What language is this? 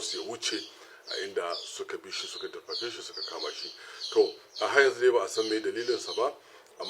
Hausa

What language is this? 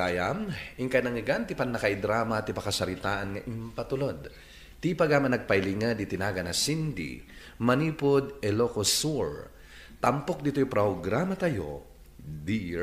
Iloko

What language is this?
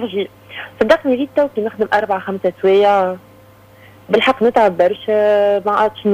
Tunisian Arabic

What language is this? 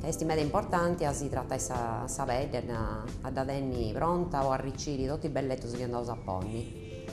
Sardinian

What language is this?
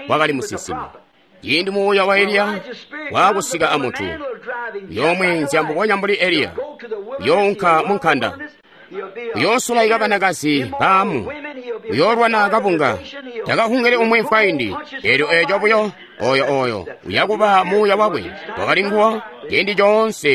Tonga (Zambia)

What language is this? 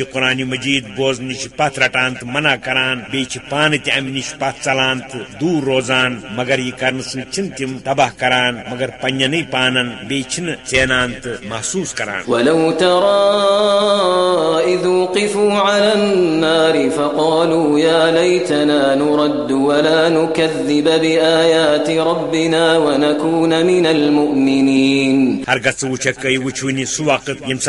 Kashmiri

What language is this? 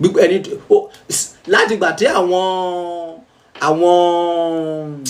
Yoruba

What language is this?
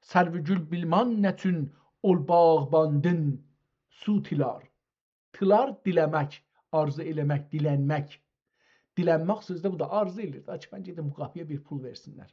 South Azerbaijani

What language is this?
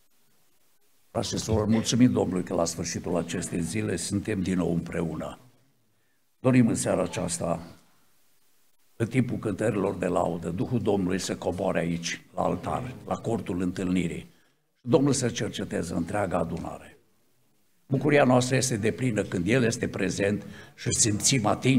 Romanian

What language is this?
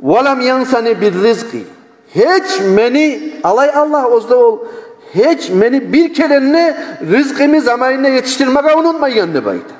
Kumyk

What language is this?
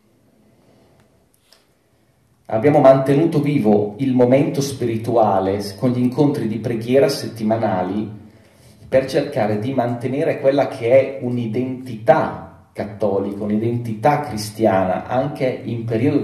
Italian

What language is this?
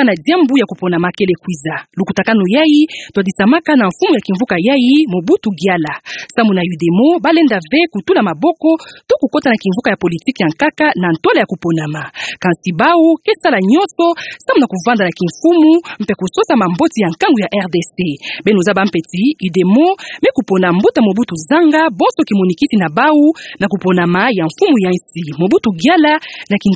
Kituba (Democratic Republic of Congo)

